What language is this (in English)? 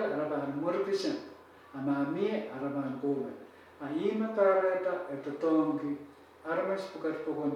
Pohnpeian